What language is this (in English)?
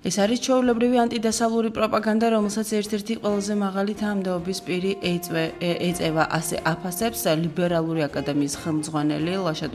Georgian